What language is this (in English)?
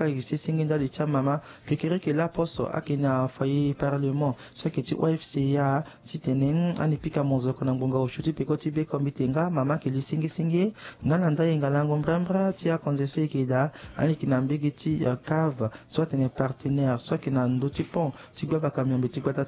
Sango